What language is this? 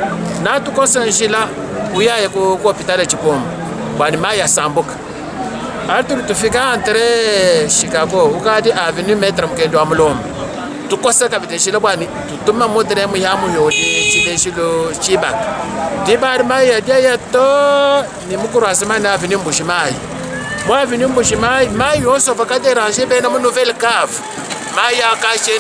Luba-Lulua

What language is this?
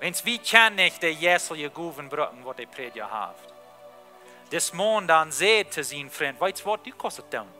Plautdietsch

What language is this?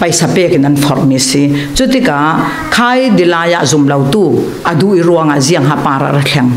Falam Chin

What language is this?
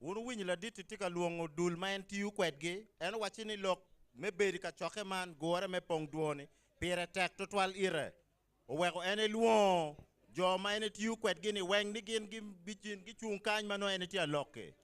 Acoli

